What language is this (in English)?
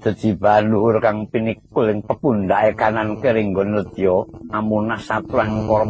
Javanese